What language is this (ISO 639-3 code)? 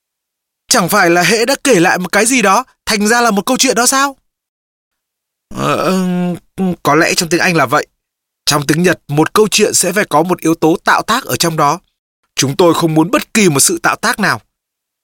vie